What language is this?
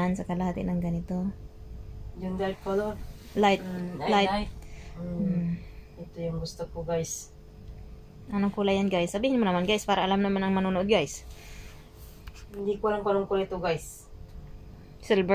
Filipino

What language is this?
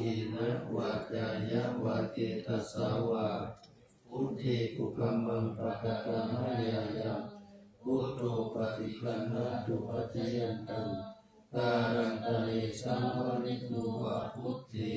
Pali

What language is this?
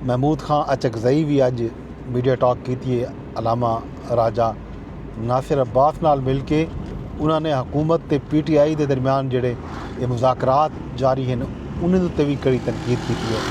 Saraiki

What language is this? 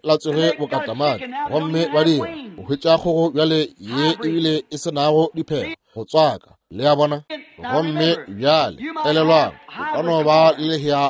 Northern Sotho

